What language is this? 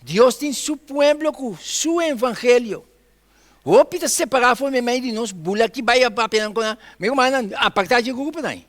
Papiamento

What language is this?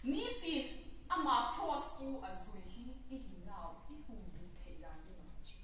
Vaiphei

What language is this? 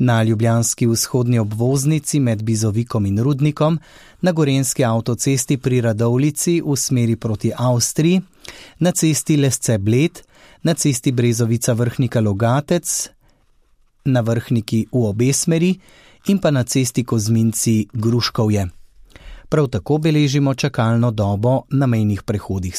Slovenian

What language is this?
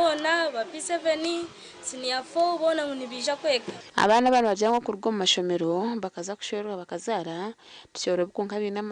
Nyankole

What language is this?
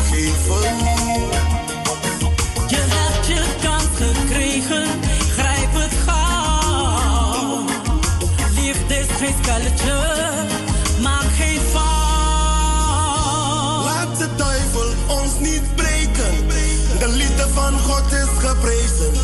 Dutch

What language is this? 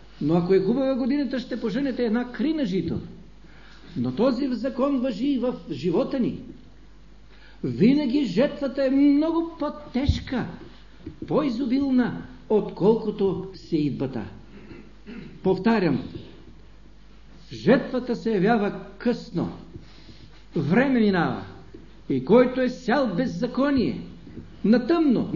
Bulgarian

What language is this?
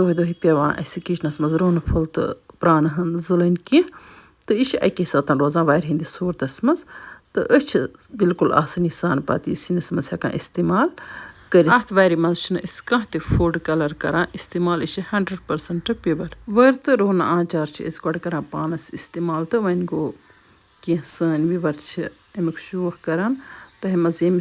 Kashmiri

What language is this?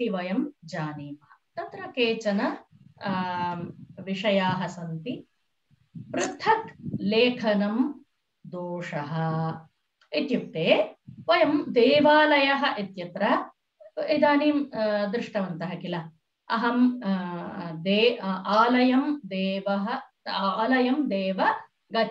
Sanskrit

